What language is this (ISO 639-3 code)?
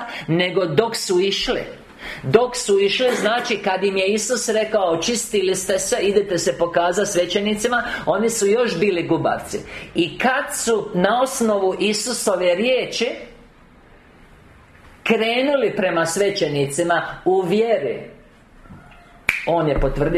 hrv